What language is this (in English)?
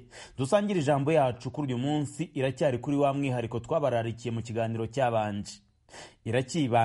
Kinyarwanda